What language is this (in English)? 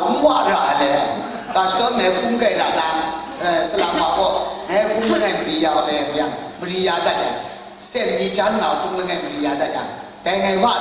Kachin